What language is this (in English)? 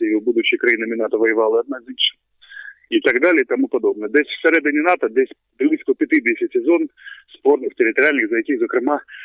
Ukrainian